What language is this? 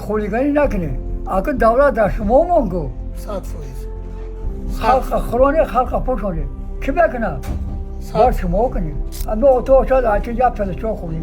Tajik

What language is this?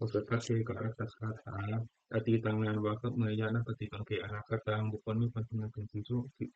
Pali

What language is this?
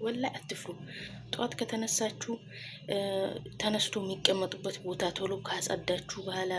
Amharic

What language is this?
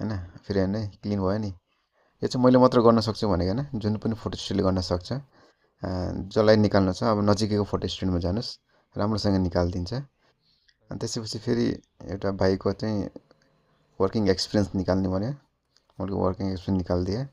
Nepali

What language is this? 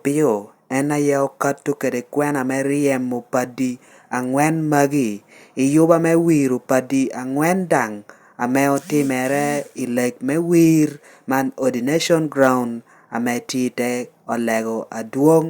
Lango (Uganda)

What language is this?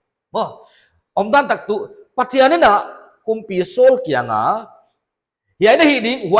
Paite Chin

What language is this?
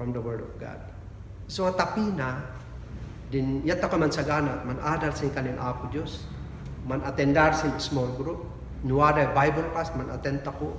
Kankanaey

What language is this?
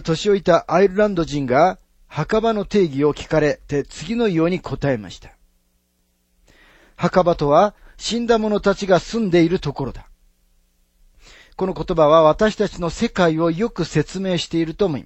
Japanese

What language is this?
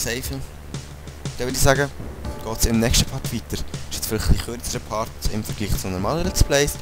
Swiss German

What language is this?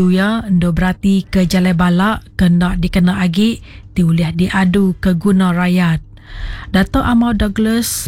Iban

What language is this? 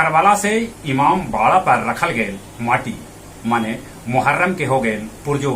Magahi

